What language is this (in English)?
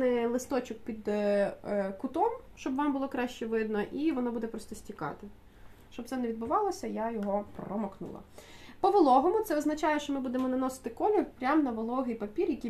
Ukrainian